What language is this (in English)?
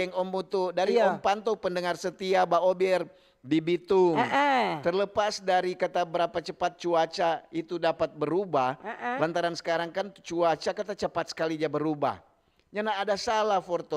Manado Malay